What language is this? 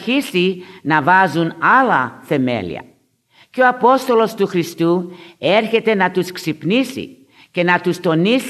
Greek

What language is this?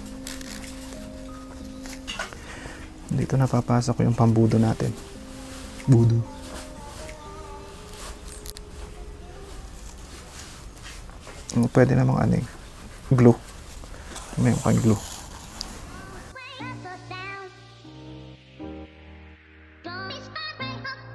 Filipino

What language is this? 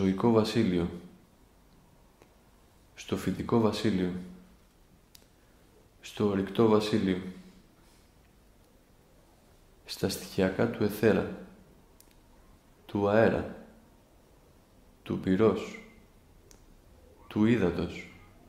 Greek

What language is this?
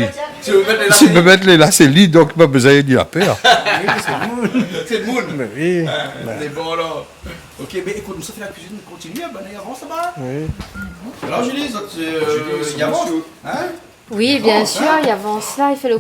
Réunion Creole French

